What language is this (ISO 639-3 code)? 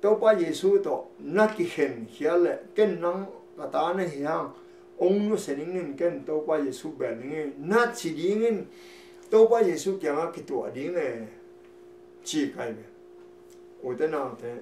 ctd